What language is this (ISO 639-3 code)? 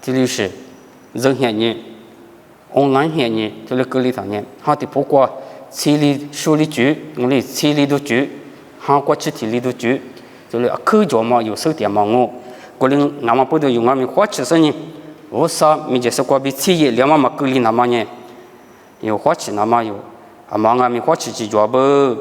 lis